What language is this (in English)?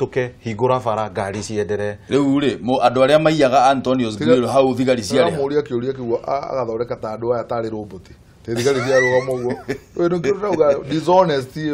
Kikuyu